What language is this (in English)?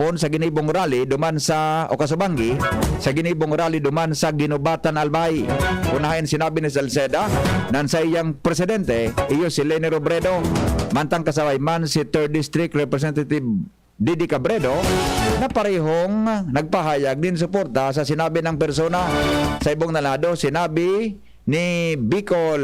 Bikol